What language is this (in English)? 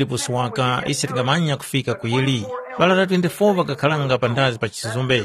Tumbuka